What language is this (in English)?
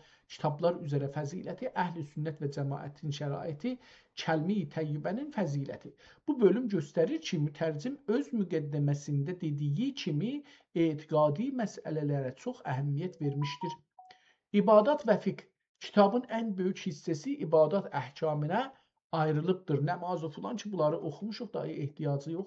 South Azerbaijani